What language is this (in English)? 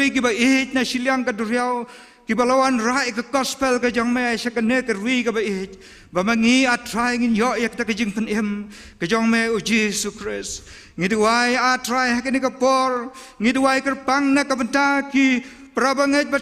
Khasi